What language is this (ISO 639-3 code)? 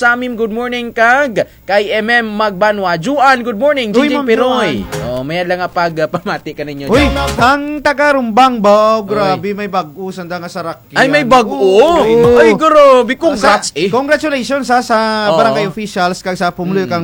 krj